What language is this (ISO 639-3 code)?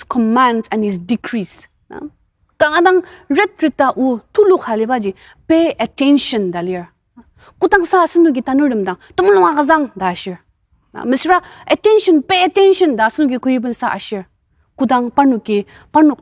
njo